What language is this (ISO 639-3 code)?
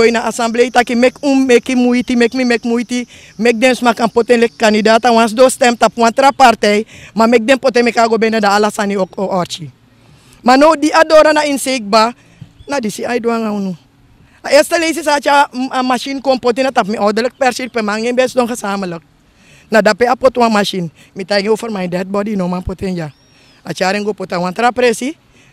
srn